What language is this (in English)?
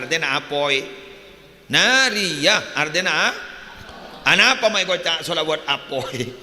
Madurese